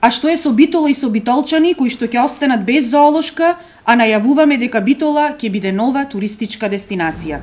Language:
Macedonian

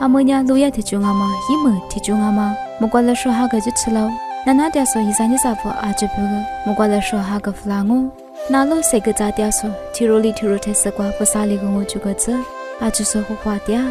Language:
Lisu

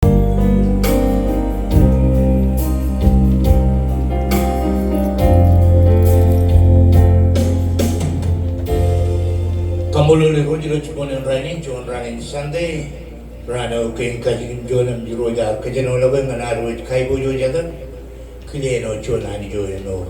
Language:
Marshallese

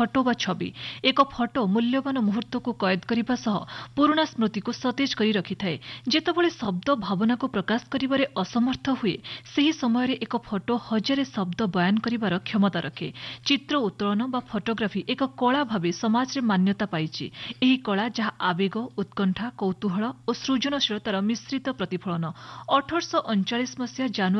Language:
Odia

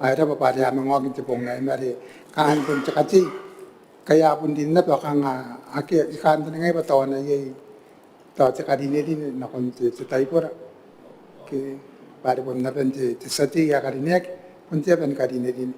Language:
Gilbertese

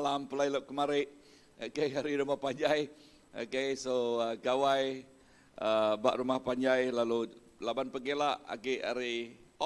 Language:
Iban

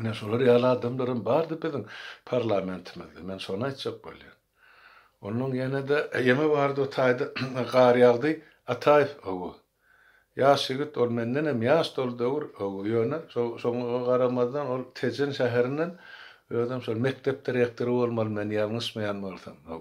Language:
Turkmen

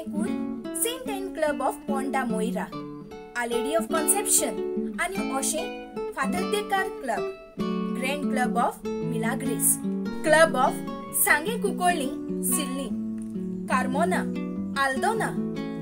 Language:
Konkani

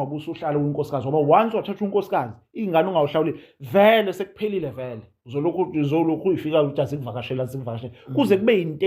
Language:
Zulu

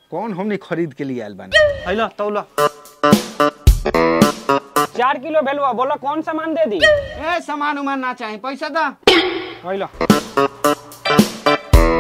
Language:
Bhojpuri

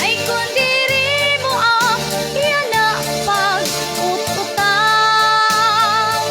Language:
Waray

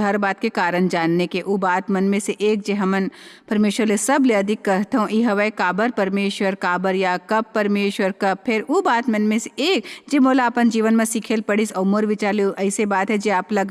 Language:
Chhattisgarhi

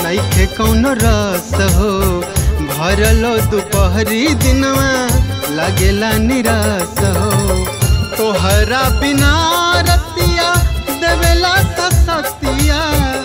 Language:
Bhojpuri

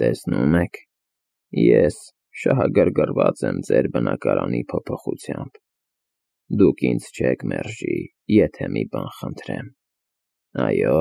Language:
Armenian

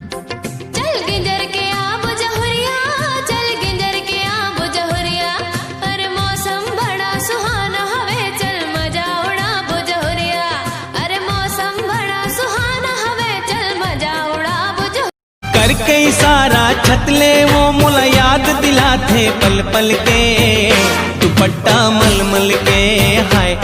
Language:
Chhattisgarhi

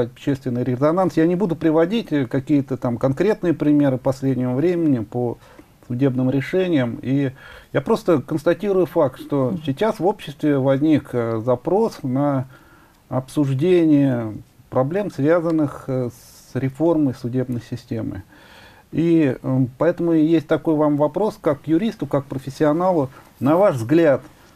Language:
Russian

